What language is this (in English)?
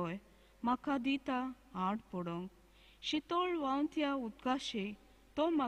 Konkani